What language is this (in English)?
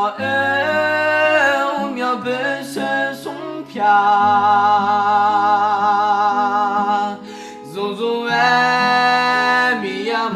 Akha